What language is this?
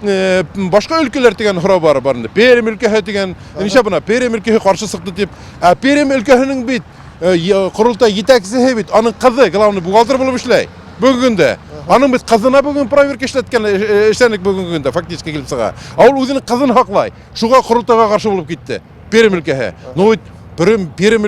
Tatar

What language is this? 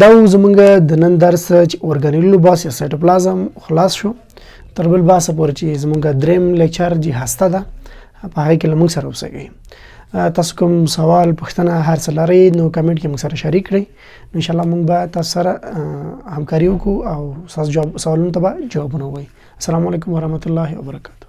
Pashto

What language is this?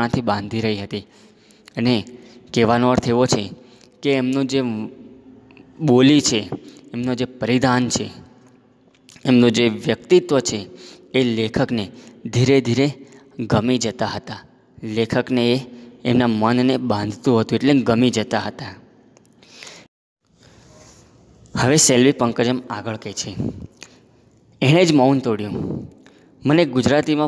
Gujarati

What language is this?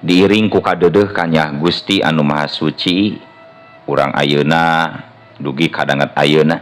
Sundanese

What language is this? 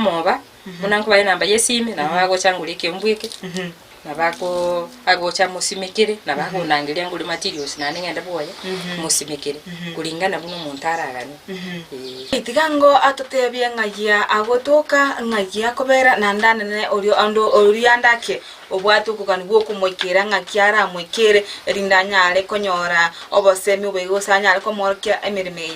Gusii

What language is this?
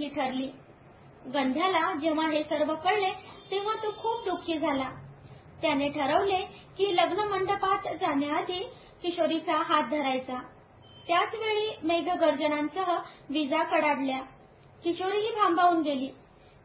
Marathi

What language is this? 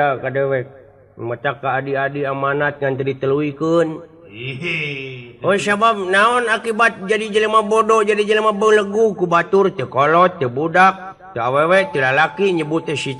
Sundanese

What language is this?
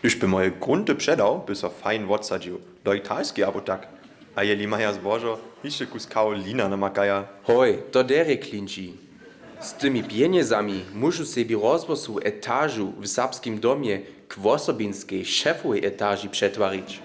Upper Sorbian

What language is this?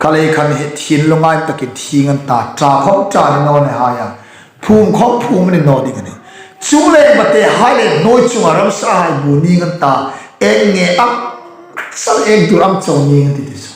Hmar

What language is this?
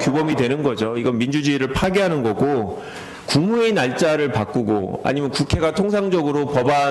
Korean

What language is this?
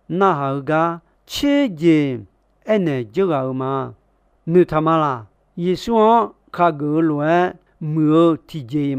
Akha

